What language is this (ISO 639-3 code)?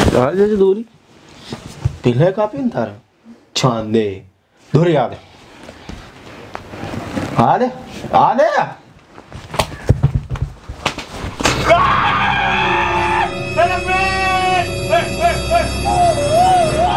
guj